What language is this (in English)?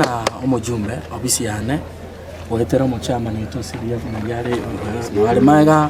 Gusii